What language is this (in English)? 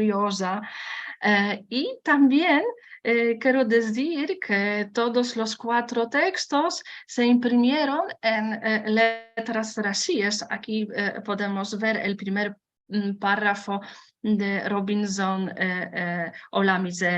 Ladino